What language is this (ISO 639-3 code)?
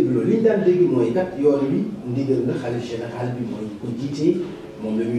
wol